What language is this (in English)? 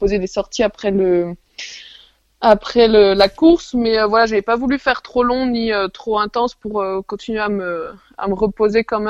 French